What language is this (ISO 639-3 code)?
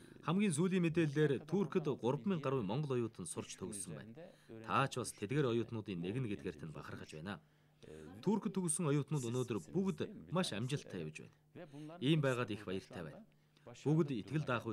mon